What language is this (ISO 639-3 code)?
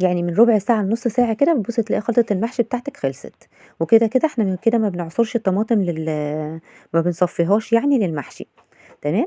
arz